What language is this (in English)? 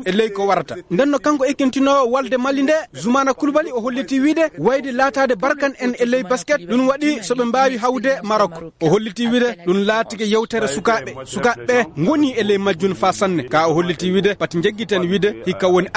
Fula